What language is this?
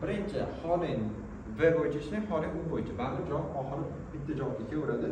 Uzbek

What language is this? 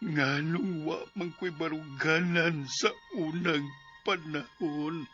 Cebuano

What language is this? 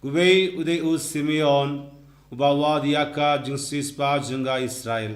Khasi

